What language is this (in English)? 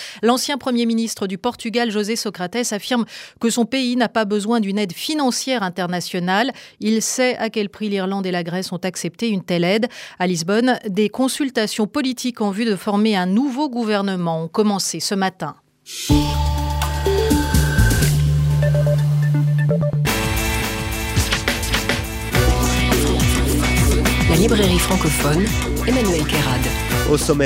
French